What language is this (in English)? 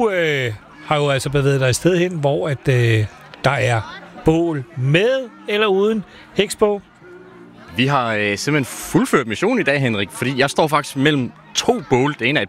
Danish